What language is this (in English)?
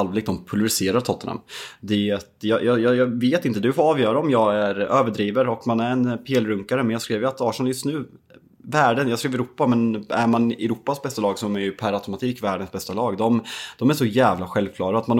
Swedish